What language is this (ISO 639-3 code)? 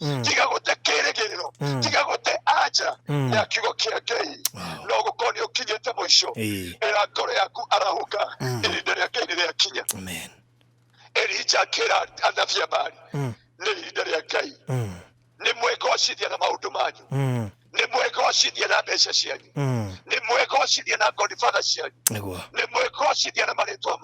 kik